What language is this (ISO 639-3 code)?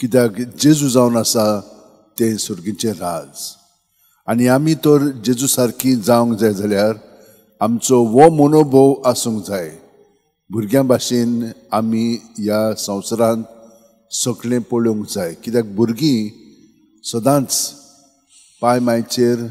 kok